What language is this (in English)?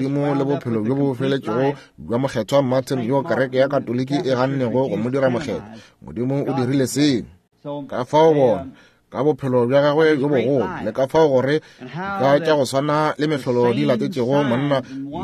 Northern Sotho